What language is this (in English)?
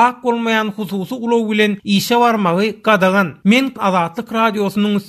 Turkmen